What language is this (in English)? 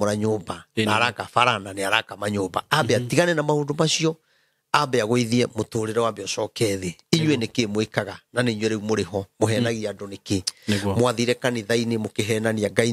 Kikuyu